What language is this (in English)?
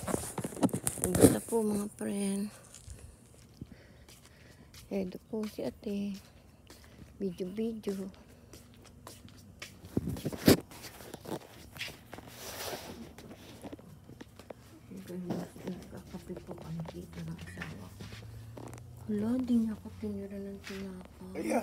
Filipino